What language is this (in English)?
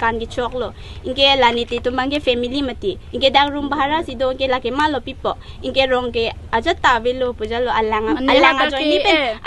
Karbi